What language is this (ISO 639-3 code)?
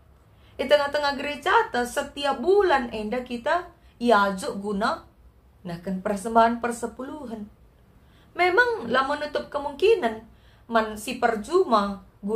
btx